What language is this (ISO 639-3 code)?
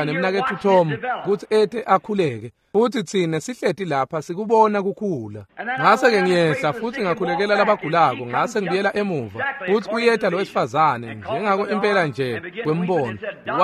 ssw